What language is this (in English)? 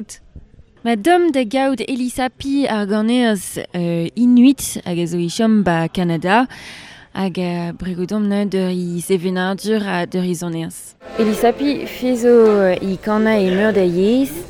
Breton